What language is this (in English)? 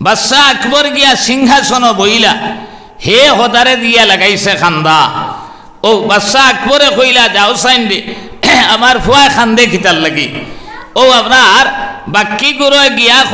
Sylheti